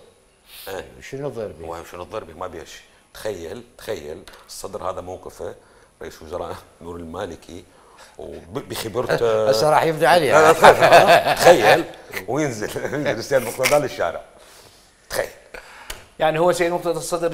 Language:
Mesopotamian Arabic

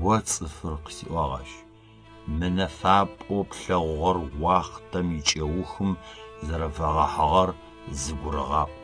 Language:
Adyghe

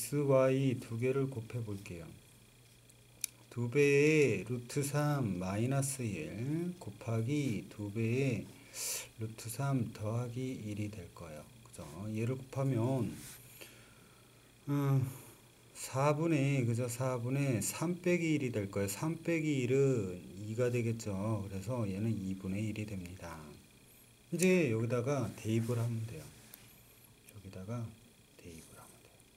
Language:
Korean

